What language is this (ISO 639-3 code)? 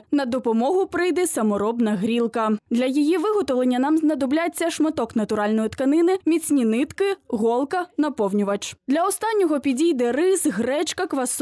ukr